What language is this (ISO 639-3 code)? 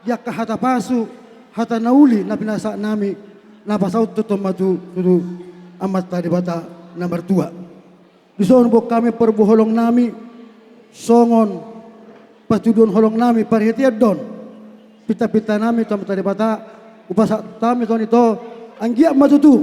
bbc